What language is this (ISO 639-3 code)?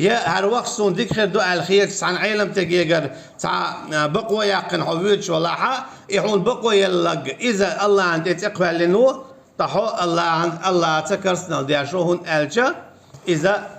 che